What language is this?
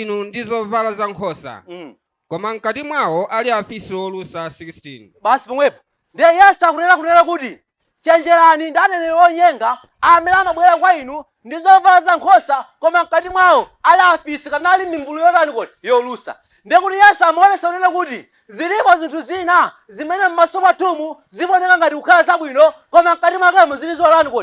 Nyanja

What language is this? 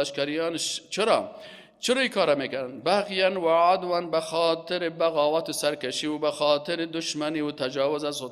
Persian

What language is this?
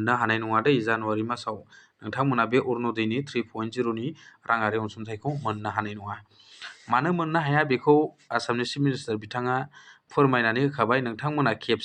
Bodo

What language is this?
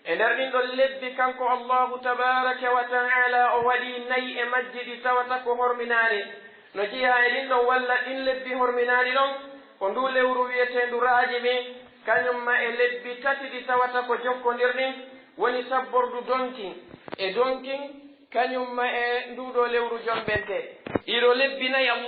Pular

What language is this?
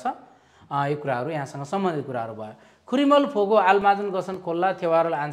Nepali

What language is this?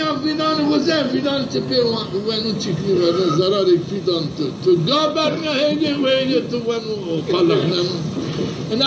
Zaza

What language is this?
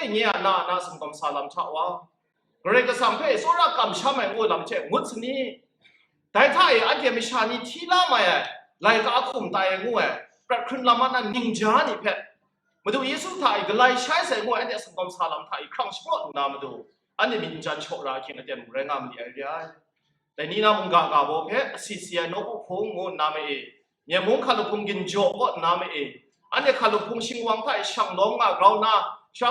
Kachin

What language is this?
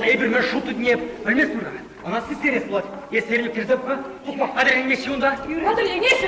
Chuvash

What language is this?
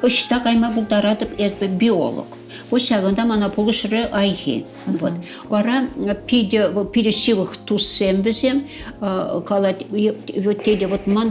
Chuvash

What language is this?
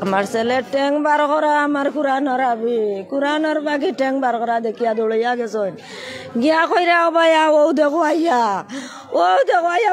Sylheti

